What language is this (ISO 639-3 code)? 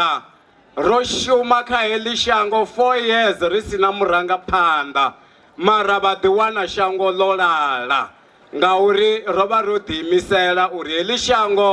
ven